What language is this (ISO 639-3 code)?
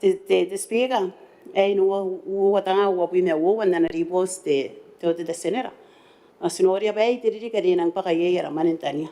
gil